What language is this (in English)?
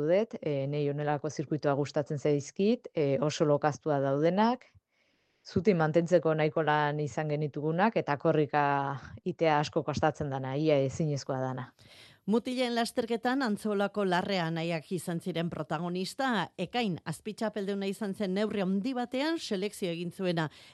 Basque